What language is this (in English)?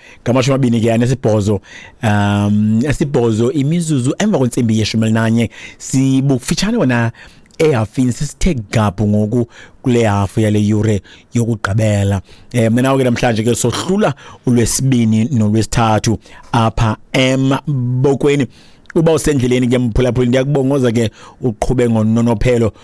Xhosa